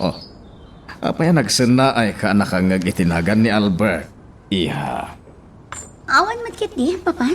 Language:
Iloko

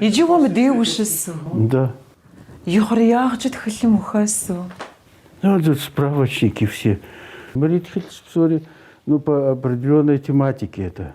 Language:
Kabardian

